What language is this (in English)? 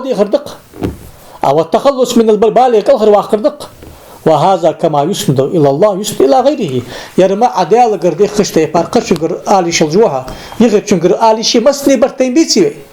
Ingush